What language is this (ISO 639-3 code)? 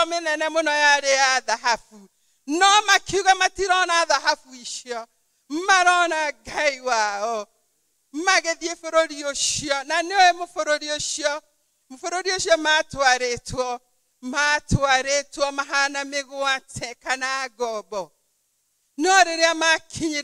kik